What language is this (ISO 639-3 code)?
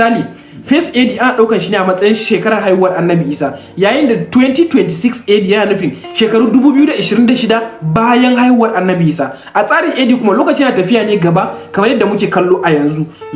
hau